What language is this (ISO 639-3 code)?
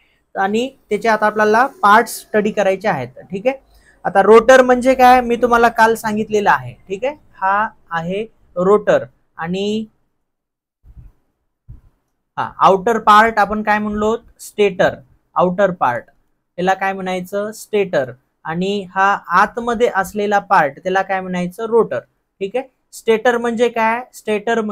mar